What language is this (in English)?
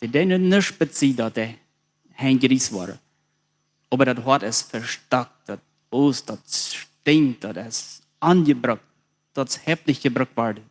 Plautdietsch